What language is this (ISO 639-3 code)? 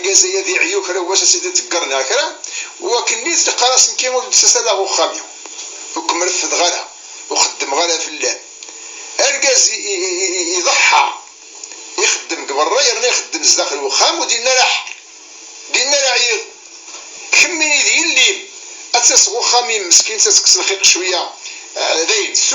kab